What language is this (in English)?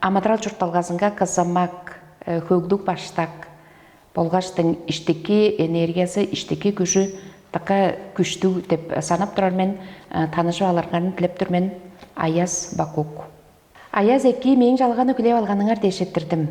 Tuvinian